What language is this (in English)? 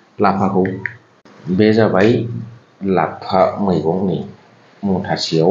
Bodo